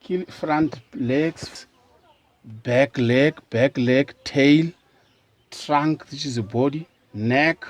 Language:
Southern Sotho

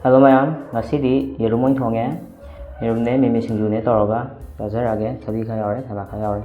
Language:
Manipuri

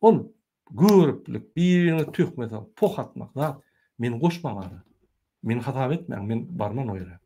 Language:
Turkmen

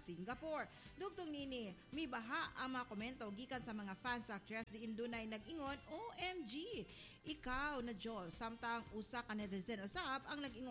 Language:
Cebuano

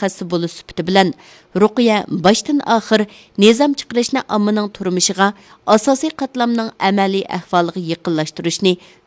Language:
Uyghur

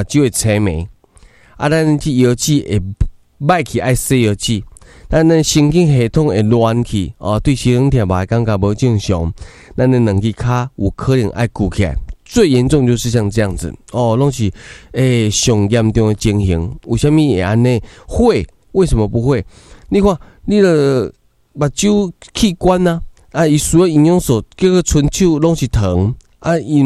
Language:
Min Nan Chinese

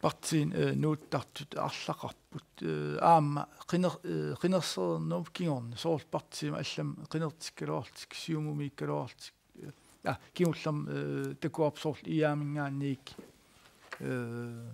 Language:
Kalaallisut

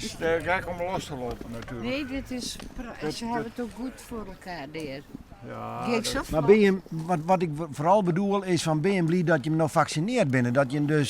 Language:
Western Frisian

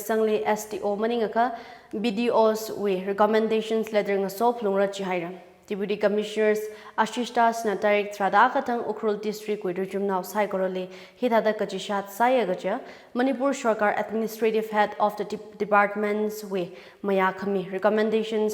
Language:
Tangkhul Naga (India)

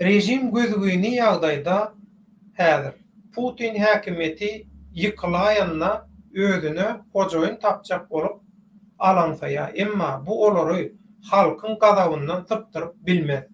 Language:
Turkmen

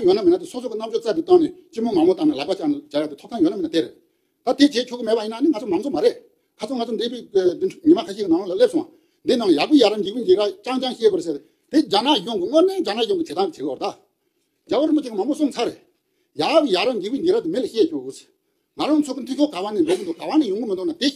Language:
Tibetan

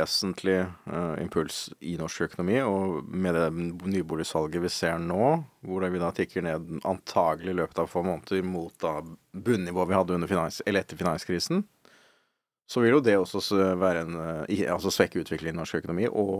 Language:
Norwegian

